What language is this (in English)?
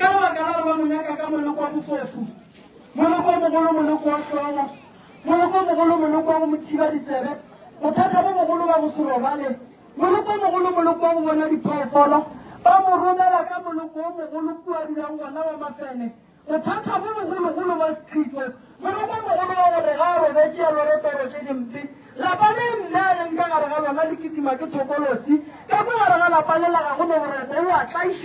Northern Sotho